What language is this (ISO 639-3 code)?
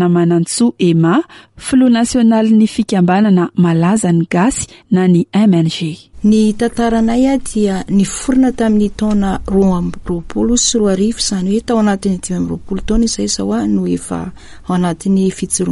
mlg